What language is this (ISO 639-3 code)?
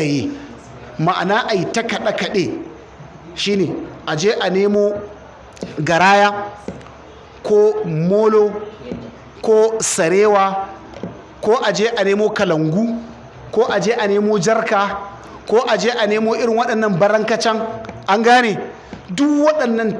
hau